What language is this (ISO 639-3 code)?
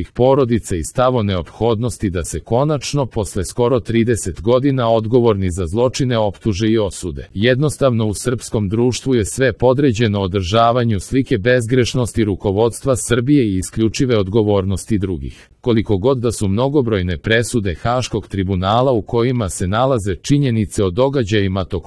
srp